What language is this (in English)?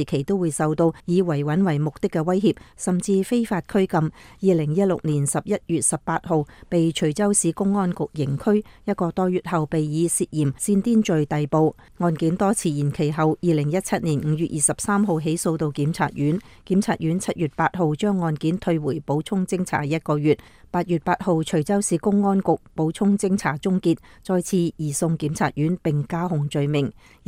Cantonese